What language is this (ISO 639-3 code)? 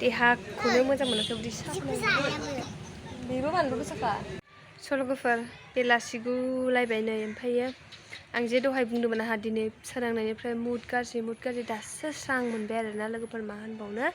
brx